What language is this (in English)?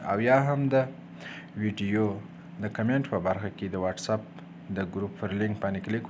Pashto